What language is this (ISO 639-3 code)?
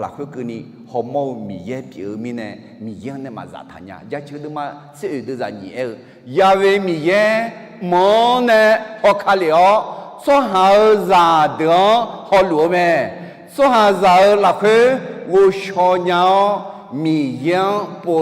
ahk